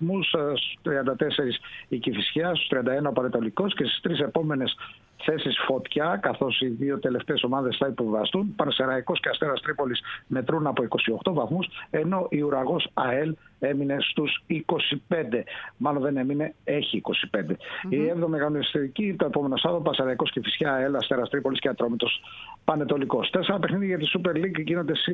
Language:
Greek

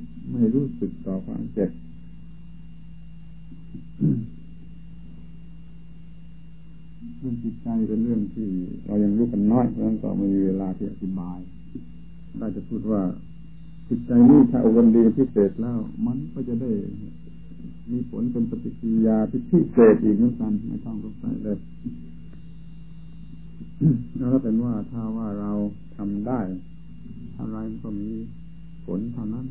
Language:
Thai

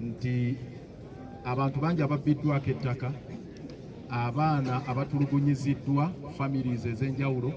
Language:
Ganda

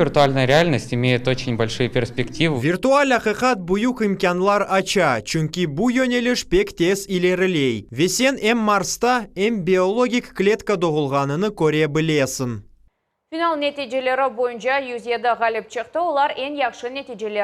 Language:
Crimean Tatar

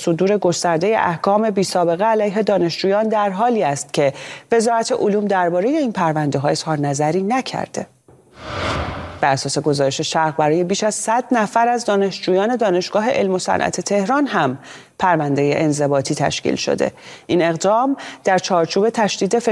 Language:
Persian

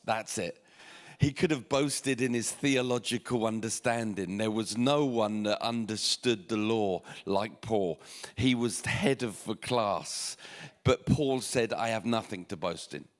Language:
English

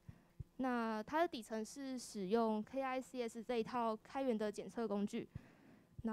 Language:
Chinese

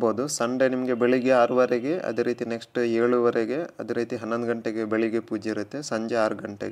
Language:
Kannada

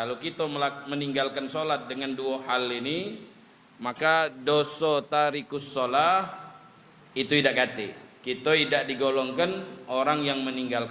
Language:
Musi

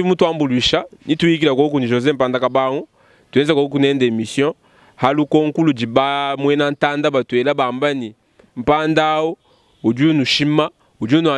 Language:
Luba-Lulua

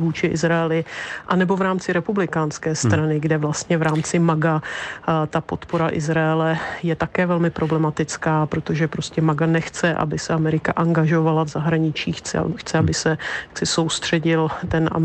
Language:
Czech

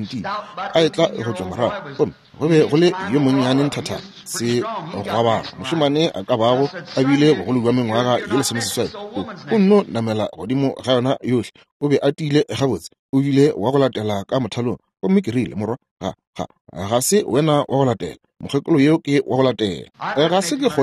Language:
Northern Sotho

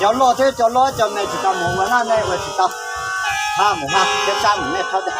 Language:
Hmong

